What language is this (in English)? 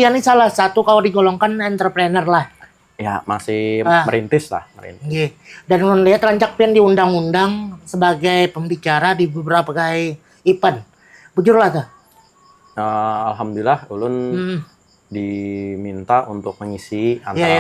Banjar